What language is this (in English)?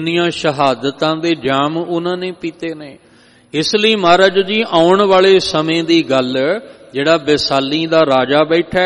Punjabi